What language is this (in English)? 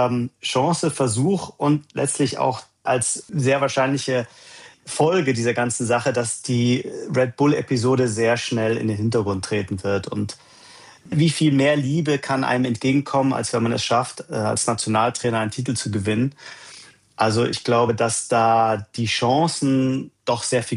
German